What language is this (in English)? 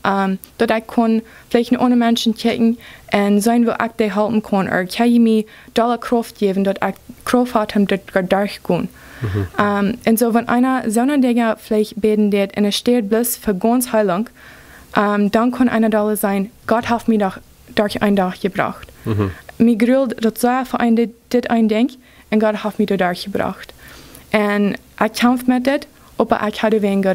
Plautdietsch